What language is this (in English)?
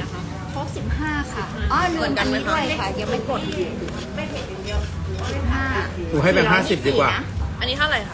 Thai